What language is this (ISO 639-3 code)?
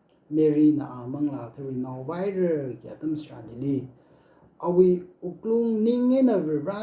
nmf